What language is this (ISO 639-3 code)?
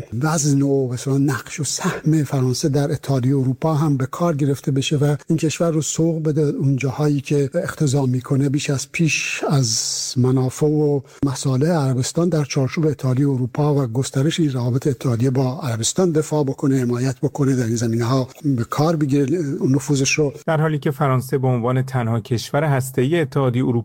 fas